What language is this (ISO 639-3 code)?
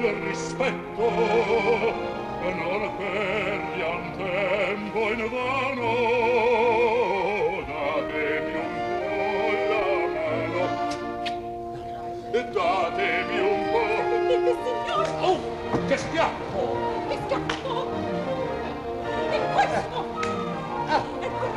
ita